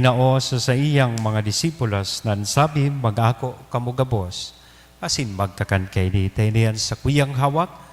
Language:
Bikol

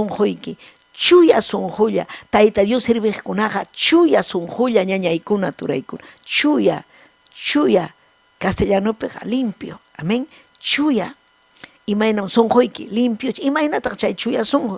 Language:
Ayacucho Quechua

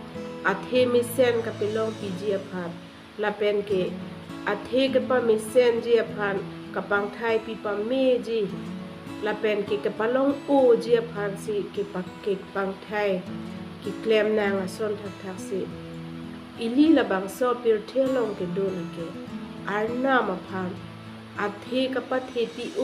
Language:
Karbi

